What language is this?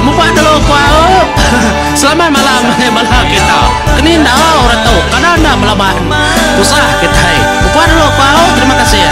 Iban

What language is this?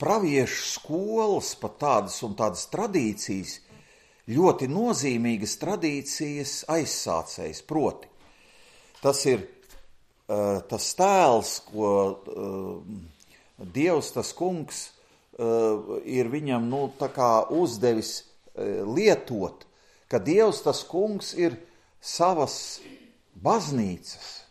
Latvian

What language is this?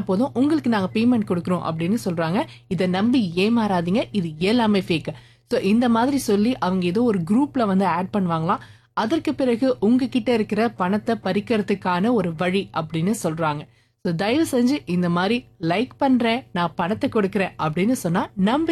Tamil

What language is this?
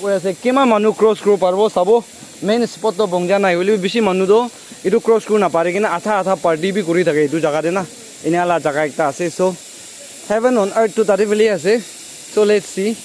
Naga Pidgin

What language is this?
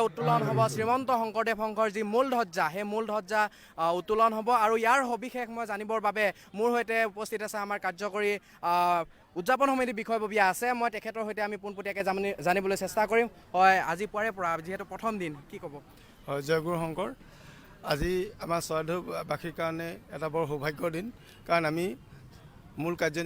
Assamese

